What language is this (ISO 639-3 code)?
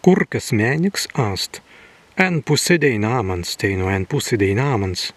prg